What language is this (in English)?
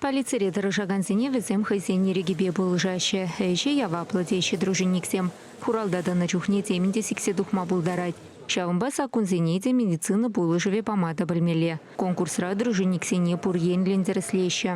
Chuvash